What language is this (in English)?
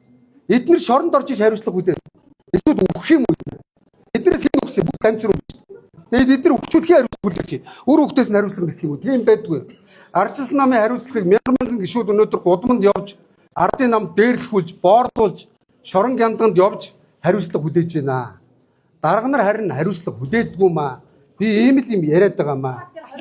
Mongolian